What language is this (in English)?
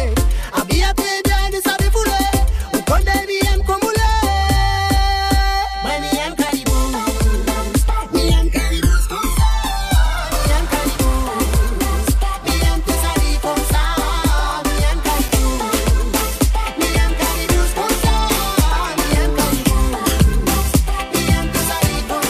French